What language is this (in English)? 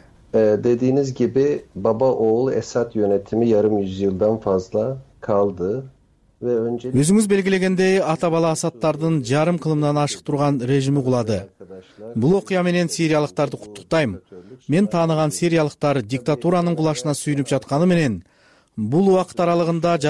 Kyrgyz